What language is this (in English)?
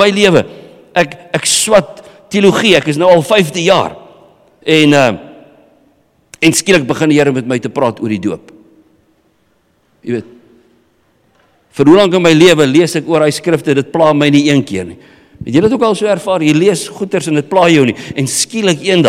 Afrikaans